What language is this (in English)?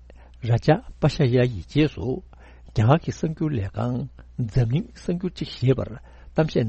Tibetan